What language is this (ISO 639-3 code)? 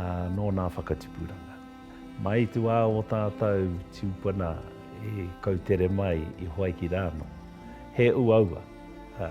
mri